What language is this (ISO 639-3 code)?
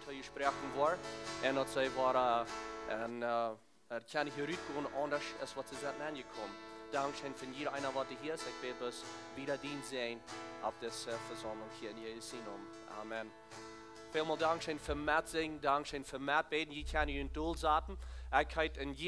pdt